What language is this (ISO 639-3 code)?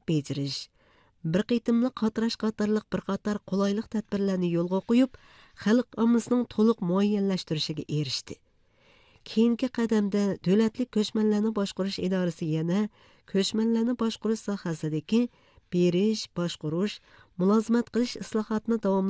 uig